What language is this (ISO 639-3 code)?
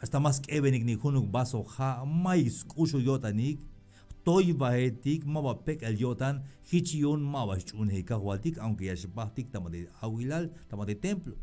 tzh